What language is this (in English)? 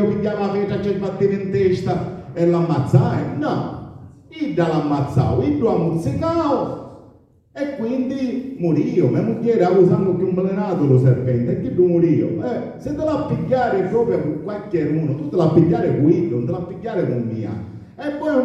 Sicilian